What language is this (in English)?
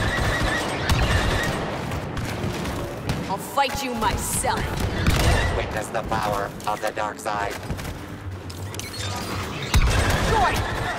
English